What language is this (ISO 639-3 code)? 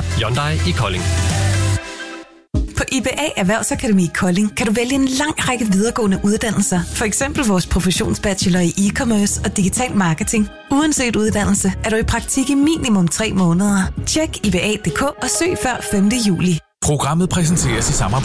dan